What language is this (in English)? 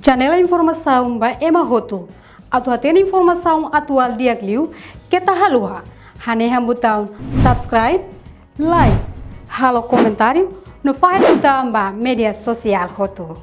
Tetum